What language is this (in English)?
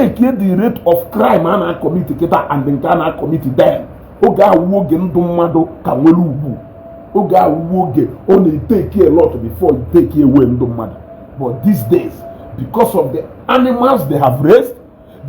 Igbo